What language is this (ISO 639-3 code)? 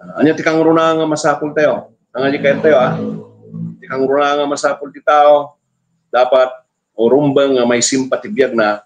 ilo